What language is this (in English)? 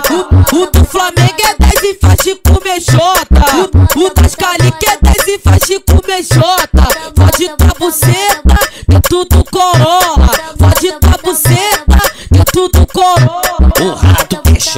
Portuguese